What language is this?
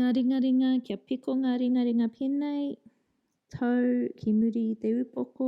Māori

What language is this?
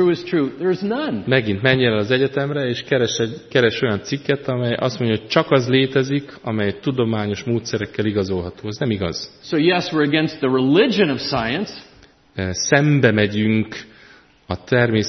Hungarian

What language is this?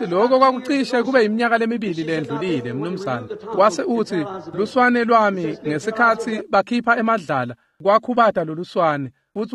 Swati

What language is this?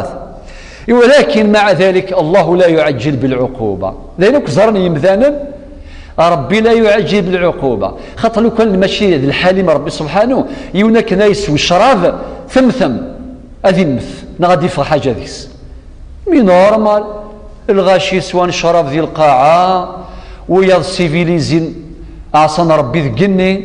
Kabyle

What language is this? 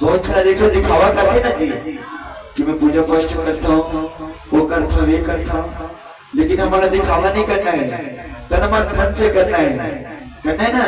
Chhattisgarhi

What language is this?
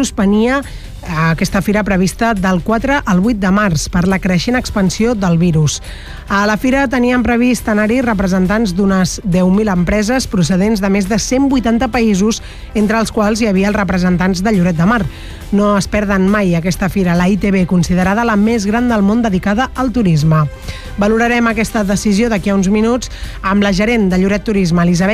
Catalan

